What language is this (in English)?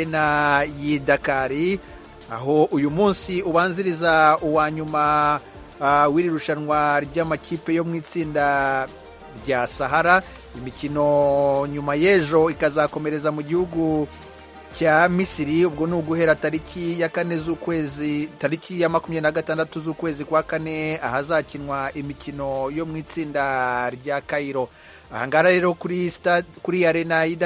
Kinyarwanda